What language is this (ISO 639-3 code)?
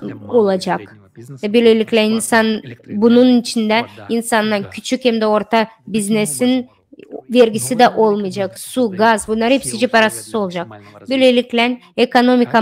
gag